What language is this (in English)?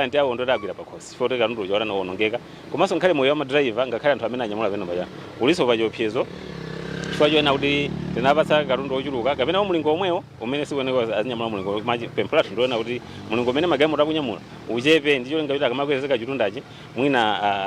Nyanja